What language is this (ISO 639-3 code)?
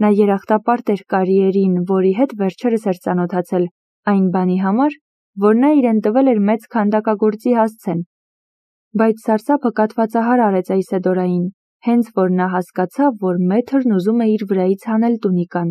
hye